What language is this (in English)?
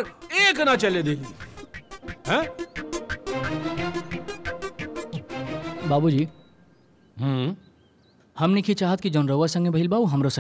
Bhojpuri